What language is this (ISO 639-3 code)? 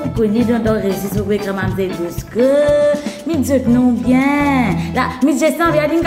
mfe